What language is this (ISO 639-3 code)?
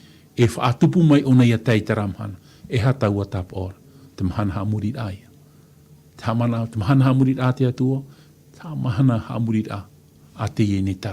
tah